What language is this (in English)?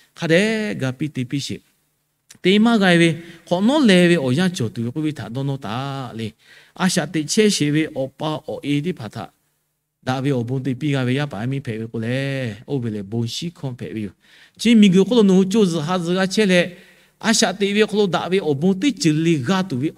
Lahu